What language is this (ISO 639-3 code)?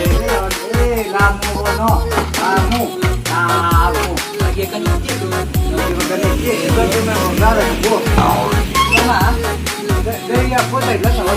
min